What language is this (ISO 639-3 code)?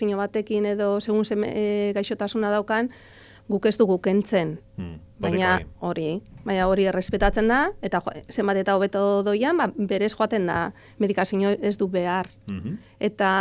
eus